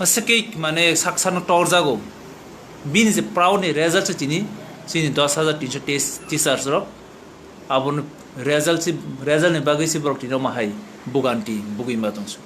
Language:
Kok Borok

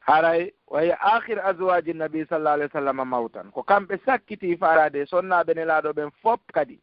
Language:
Fula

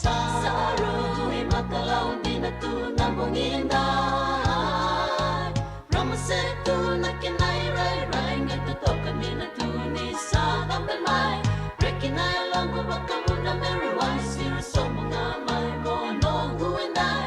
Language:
Fijian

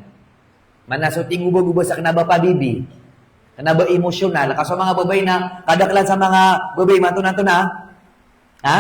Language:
Maranao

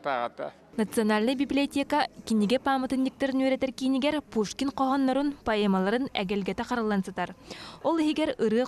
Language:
Yakut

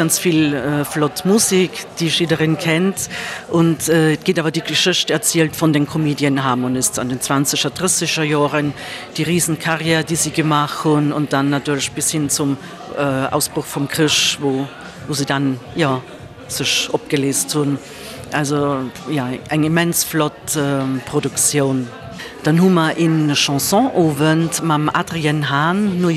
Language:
Luxembourgish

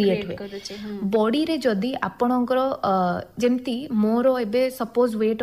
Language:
Odia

